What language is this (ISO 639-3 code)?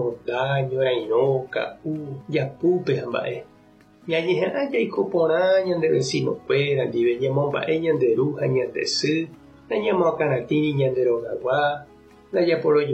grn